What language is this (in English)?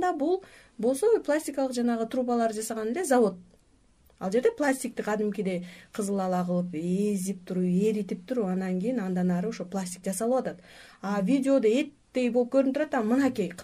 Kyrgyz